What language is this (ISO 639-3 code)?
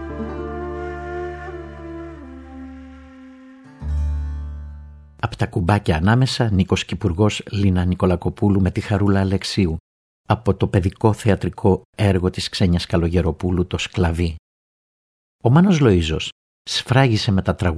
ell